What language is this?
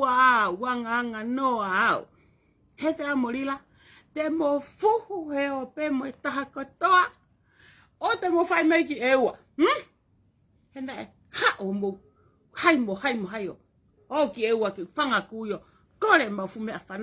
Tongan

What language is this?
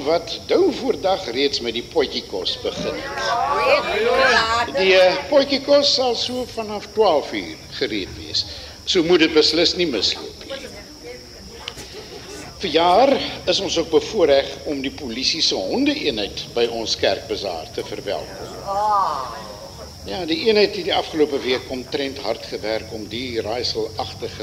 Afrikaans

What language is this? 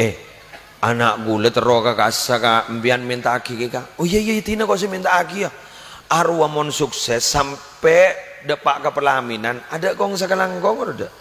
Madurese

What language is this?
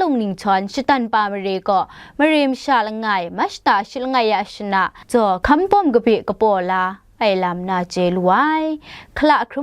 Kachin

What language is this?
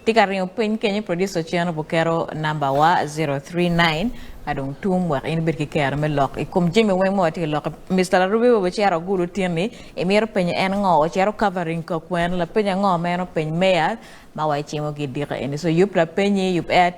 Acoli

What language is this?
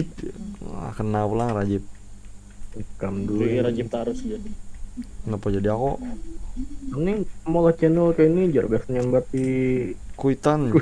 Banjar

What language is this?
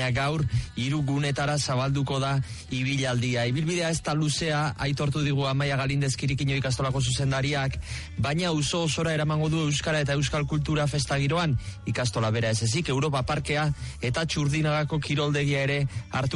Basque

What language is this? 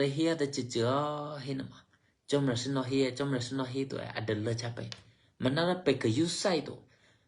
Eastern Kayah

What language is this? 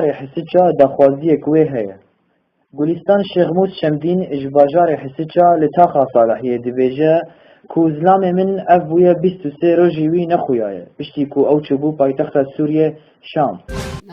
Kurdish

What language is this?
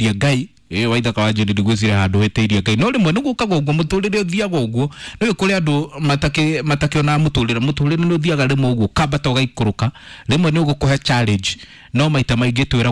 Kikuyu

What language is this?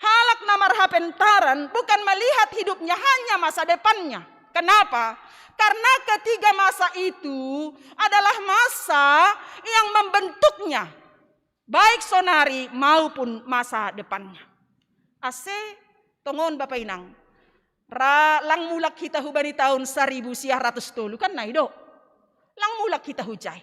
Batak Simalungun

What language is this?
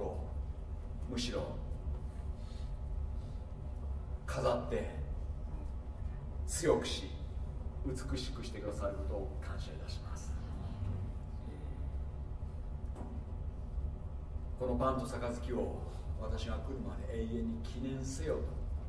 Japanese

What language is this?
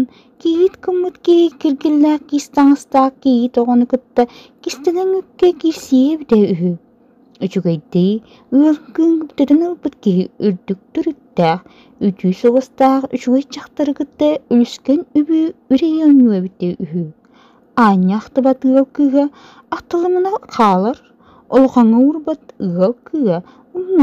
Yakut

